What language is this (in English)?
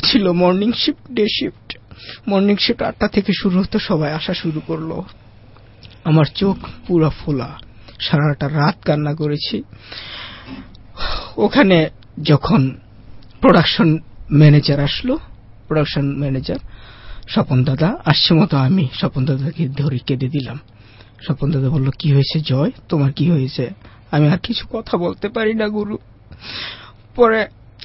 Bangla